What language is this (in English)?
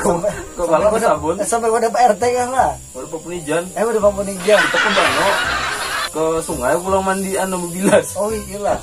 Banjar